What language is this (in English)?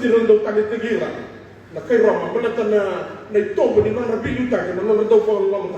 Fijian